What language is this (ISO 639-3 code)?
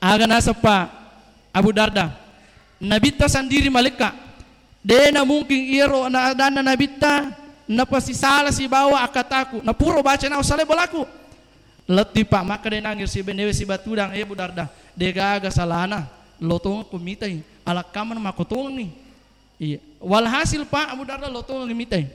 bug